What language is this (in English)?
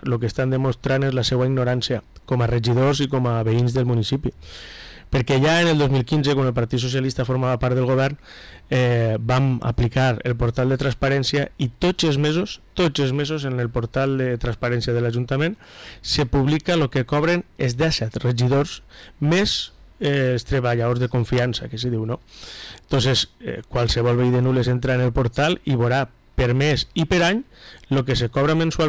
Catalan